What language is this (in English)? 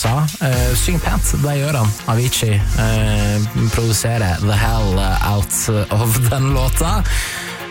Norwegian